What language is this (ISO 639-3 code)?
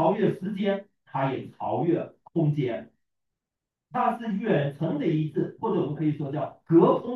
zho